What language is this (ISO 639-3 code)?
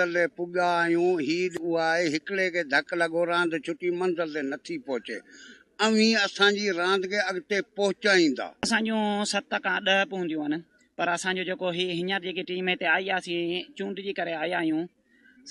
snd